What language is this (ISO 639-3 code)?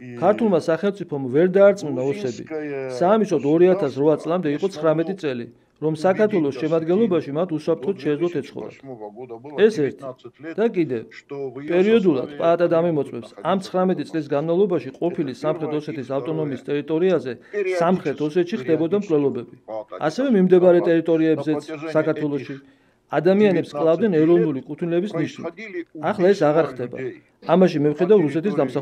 kat